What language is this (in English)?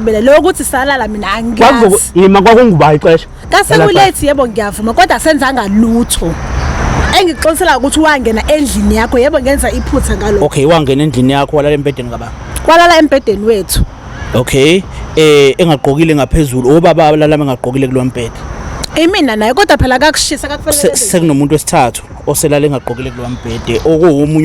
Zulu